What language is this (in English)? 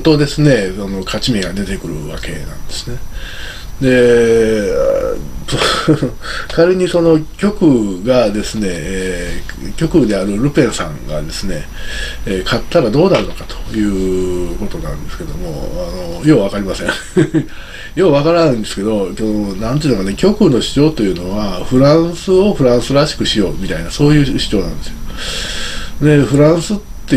Japanese